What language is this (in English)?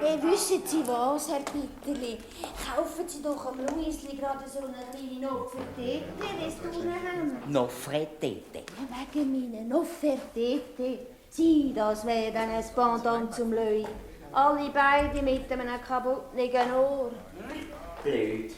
Swiss German